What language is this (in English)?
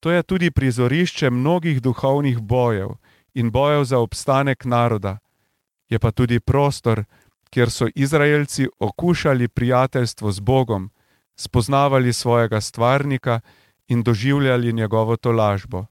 Slovenian